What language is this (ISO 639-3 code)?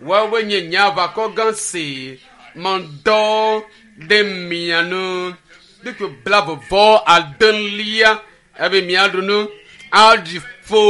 ewe